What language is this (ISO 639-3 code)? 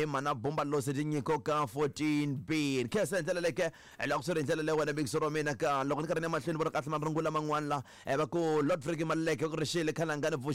tso